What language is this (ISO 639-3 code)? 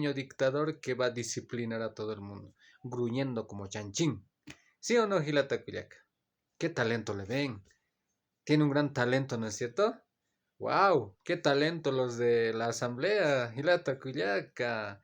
aym